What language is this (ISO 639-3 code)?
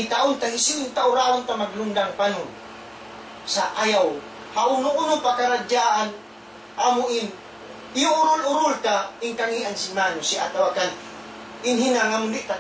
tsg